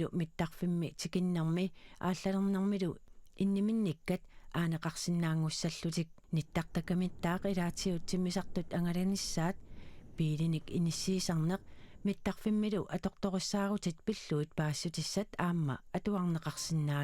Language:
Kalaallisut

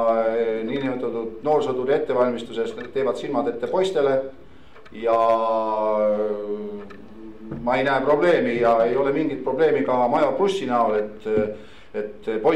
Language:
Estonian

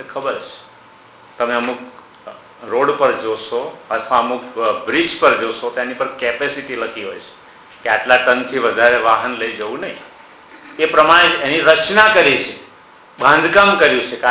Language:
Gujarati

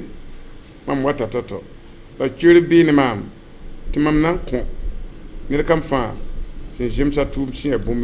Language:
Mossi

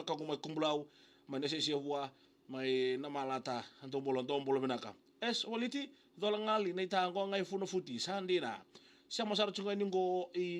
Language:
Fijian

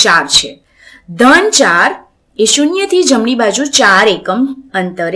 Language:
Gujarati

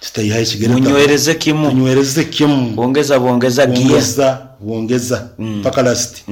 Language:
Nyankole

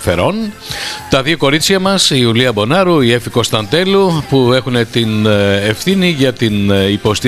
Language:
Greek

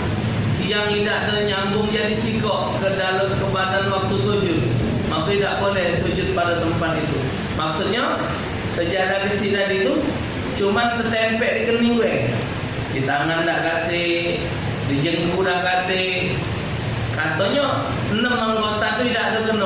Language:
Musi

